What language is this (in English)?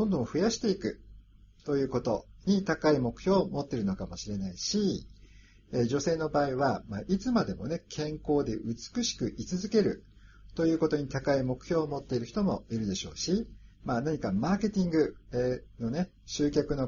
Japanese